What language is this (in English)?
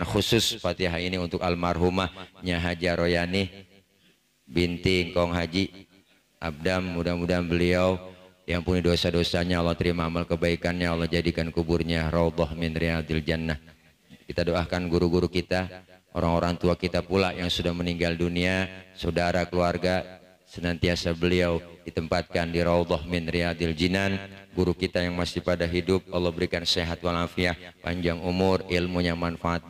Betawi